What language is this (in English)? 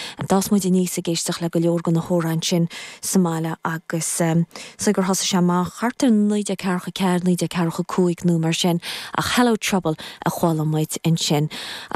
Irish